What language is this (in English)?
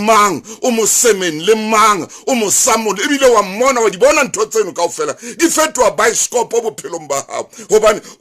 Southern Sotho